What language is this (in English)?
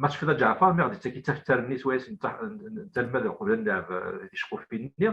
Kabyle